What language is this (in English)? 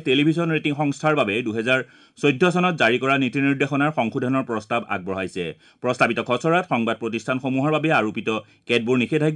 Assamese